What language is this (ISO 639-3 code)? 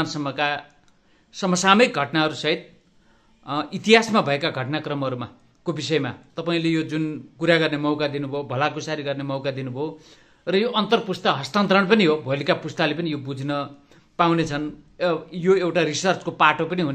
nep